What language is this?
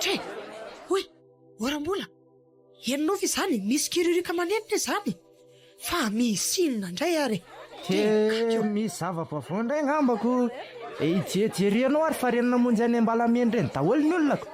Malagasy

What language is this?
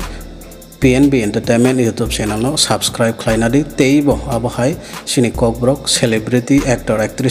Kok Borok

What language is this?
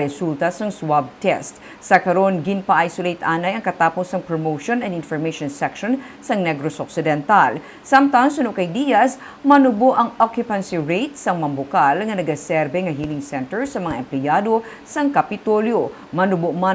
Hiligaynon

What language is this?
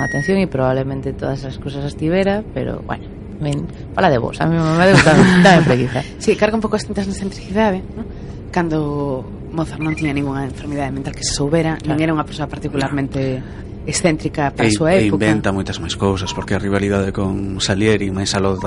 Galician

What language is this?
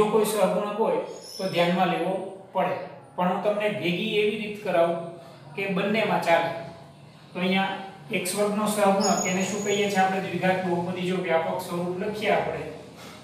Gujarati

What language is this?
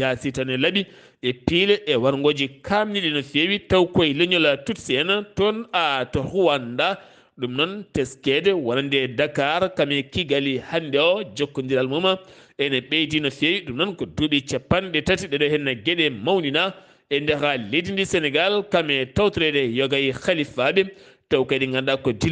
Fula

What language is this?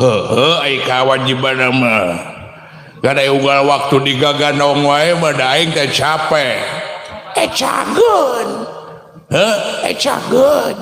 Sundanese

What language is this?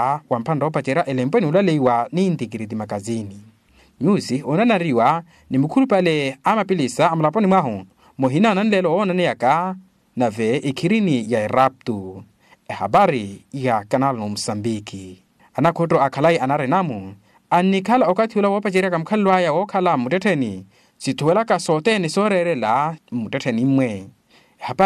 Makhuwa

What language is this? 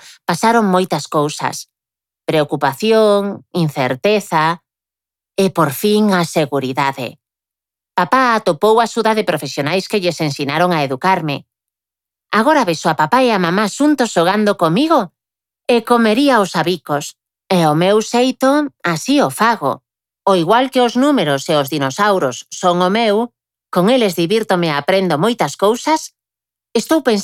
Galician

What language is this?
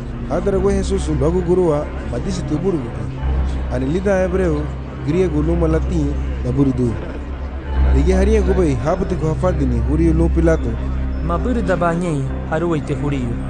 Garifuna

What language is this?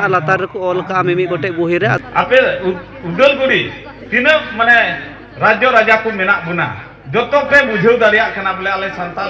Santali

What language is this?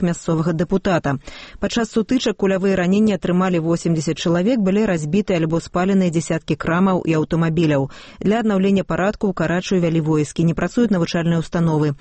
Belarusian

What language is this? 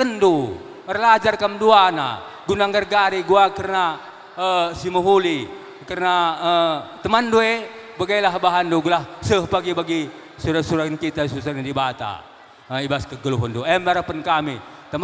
Batak Karo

